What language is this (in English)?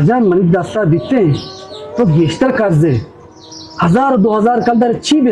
Baluchi